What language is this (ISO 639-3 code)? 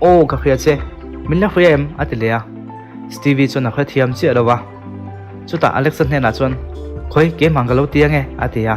lus